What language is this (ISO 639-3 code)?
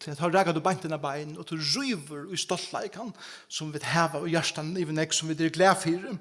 fao